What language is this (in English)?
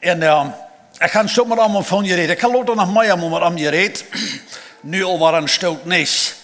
Plautdietsch